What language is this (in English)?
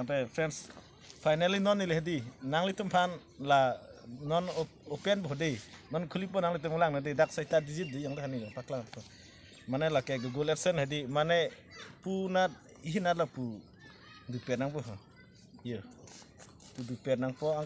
Karbi